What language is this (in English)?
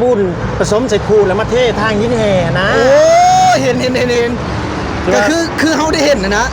Lao